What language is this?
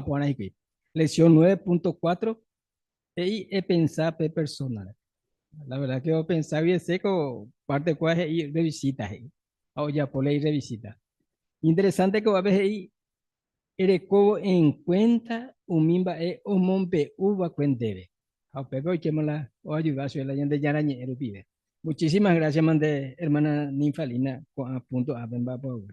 Guarani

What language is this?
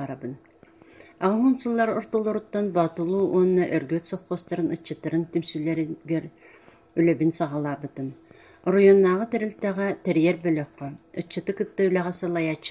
Yakut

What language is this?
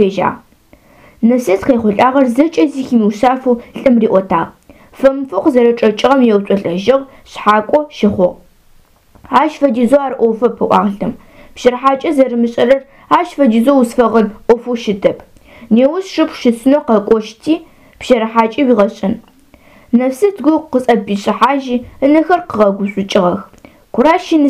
Adyghe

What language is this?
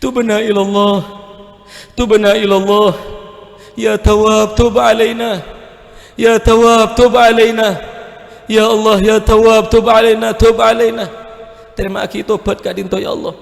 Madurese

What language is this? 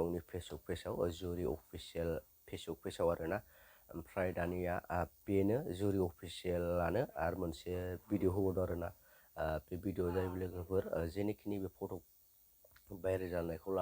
Bodo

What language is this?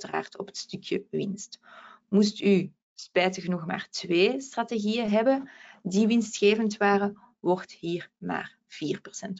Dutch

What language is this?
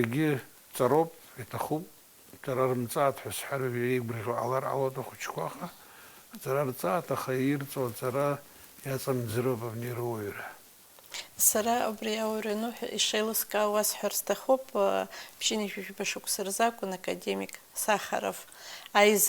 Abkhazian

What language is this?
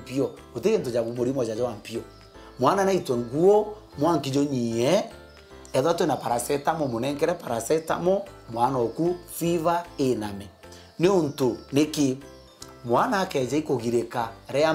Meru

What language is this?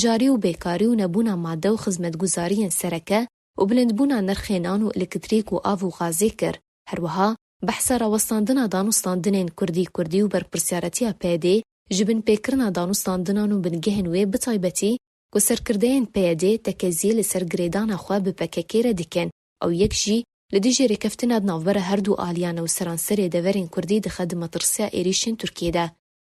Kurdish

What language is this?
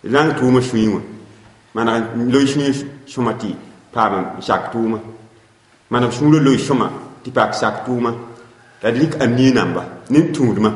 Mossi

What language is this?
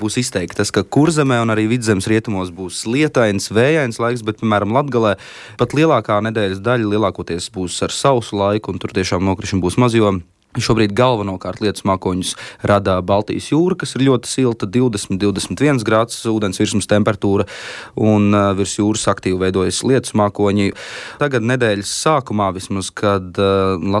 Latvian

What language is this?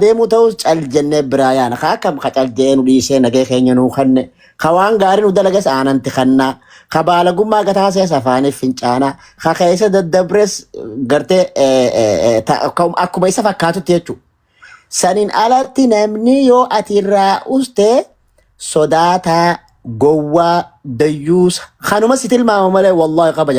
Oromo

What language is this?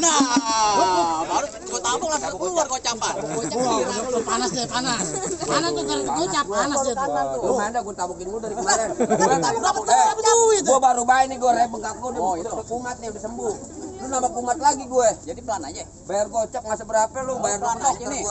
Betawi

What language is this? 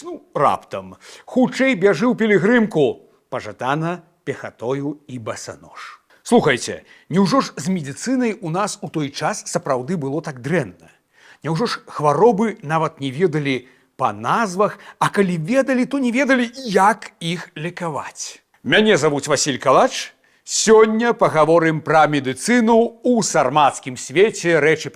Belarusian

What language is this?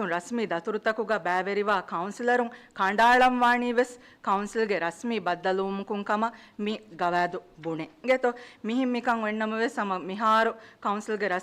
Divehi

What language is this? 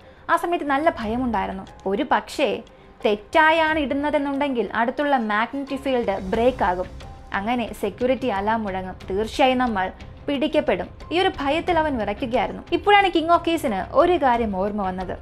Malayalam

